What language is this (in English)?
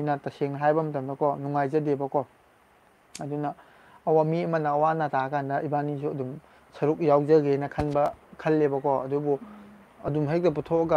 Manipuri